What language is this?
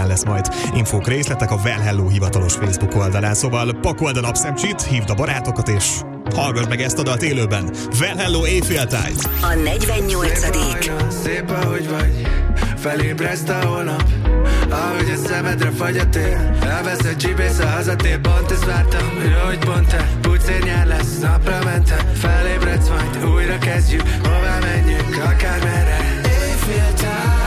Hungarian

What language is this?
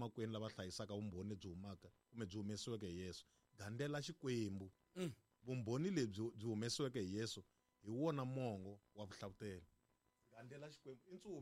Tsonga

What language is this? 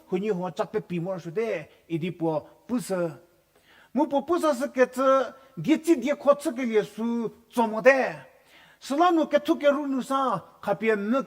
Angami Naga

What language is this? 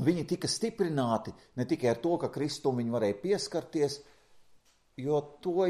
Latvian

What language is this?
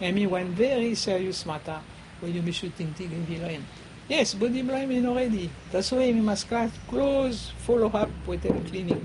Bislama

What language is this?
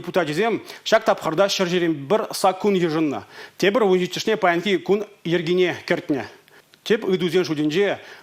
Chuvash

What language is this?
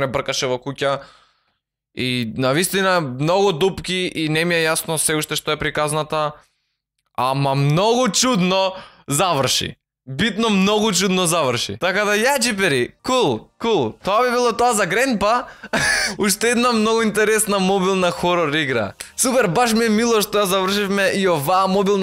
Macedonian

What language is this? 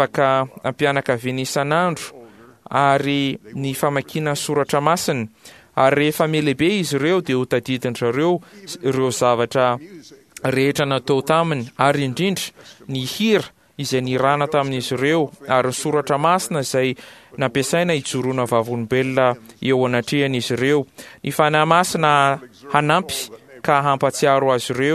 Malagasy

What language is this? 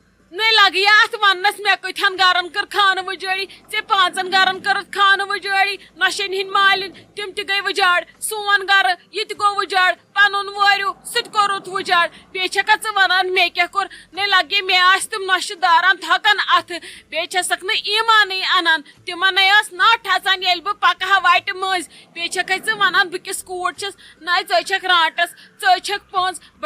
Kashmiri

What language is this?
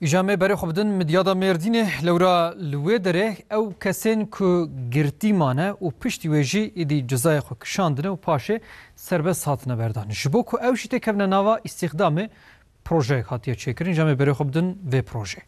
Kurdish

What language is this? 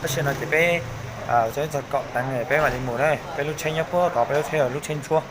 Hmong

